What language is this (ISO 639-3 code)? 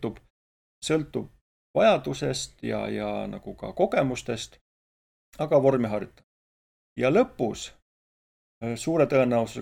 est